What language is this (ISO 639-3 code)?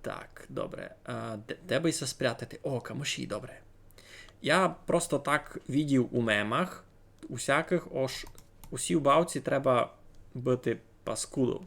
rue